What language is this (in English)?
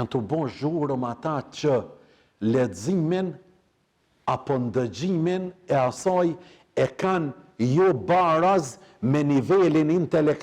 Albanian